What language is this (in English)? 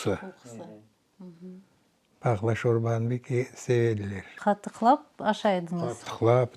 Crimean Tatar